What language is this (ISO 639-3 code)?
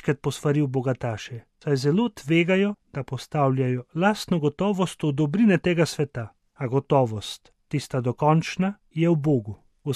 slv